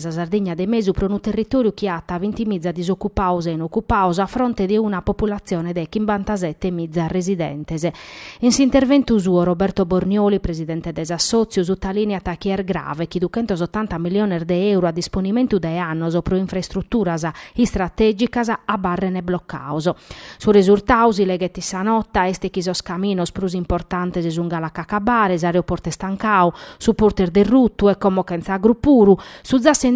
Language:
Sardinian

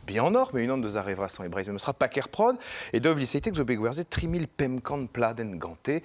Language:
Breton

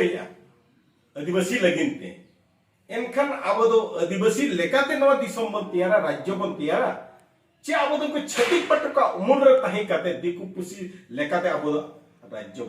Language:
Santali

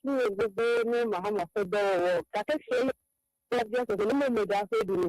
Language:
Ewe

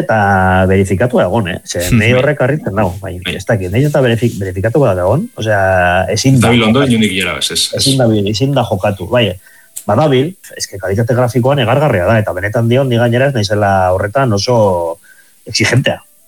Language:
Basque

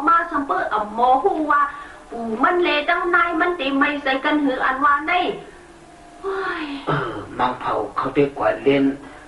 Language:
Shan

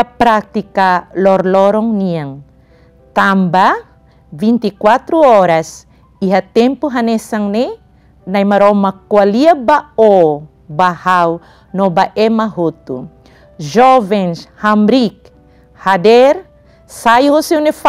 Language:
Tetum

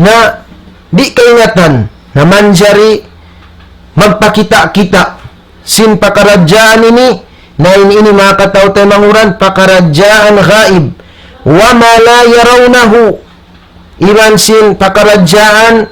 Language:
Tausug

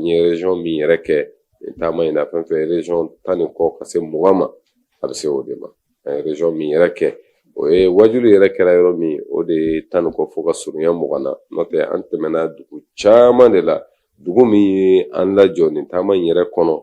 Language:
Bambara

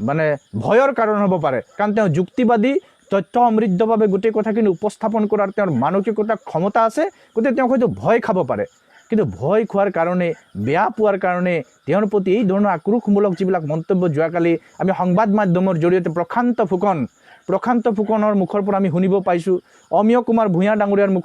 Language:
Assamese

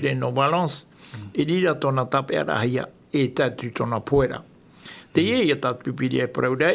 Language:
Tahitian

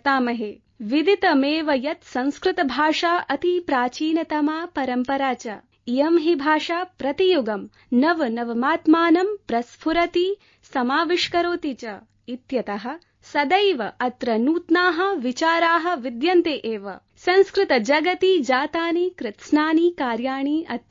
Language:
Sanskrit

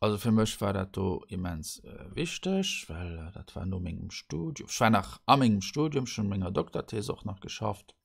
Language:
Luxembourgish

